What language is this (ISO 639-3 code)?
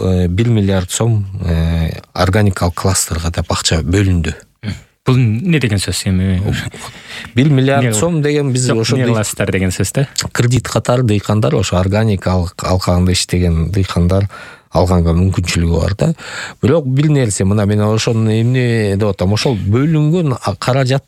kir